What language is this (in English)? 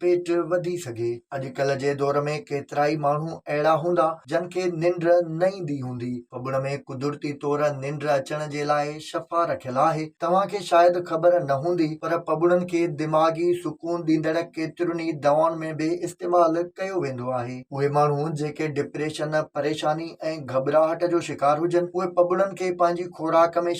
Sindhi